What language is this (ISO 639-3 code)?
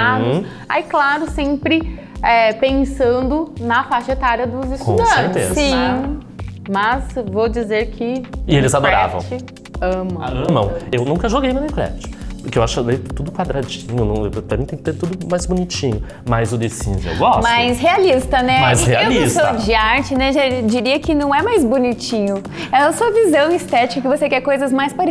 por